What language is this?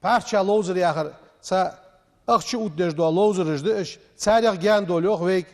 Ingush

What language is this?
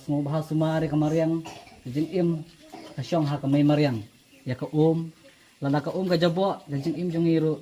Khasi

